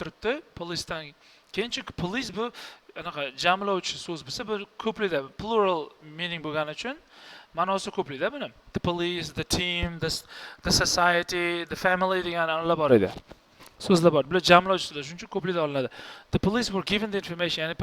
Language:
Uzbek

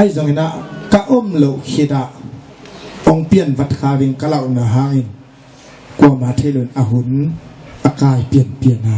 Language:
Tedim Chin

